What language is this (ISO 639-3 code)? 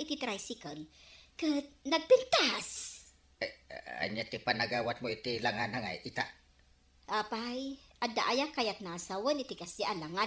ilo